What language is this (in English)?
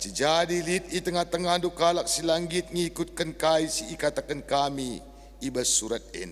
Batak Karo